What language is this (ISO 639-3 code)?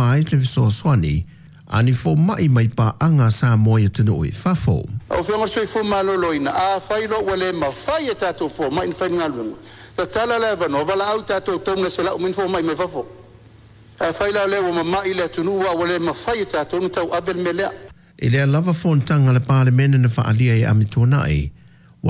smo